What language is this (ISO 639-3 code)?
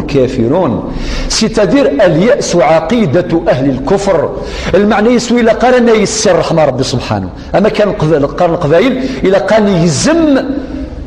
kab